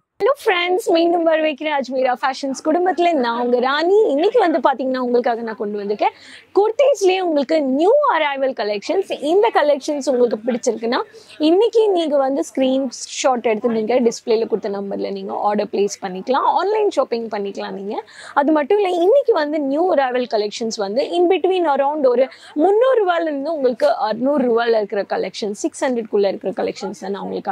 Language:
Tamil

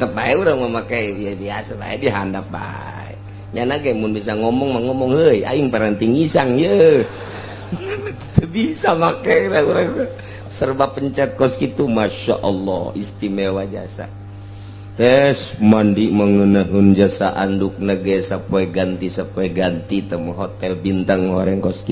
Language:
Sundanese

